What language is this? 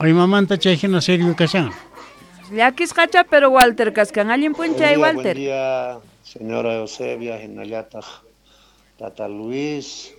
South Bolivian Quechua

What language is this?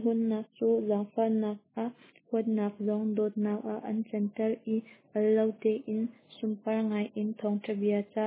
Hakha Chin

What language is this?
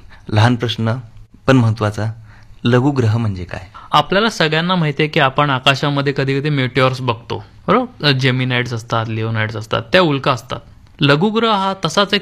Marathi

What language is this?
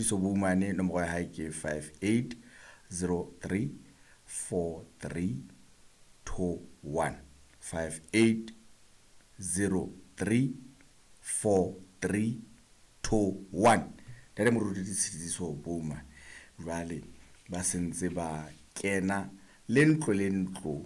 Southern Sotho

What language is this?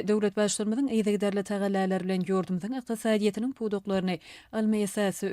Turkmen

